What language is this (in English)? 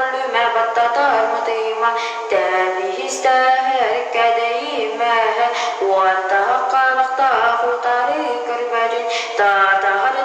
Yakut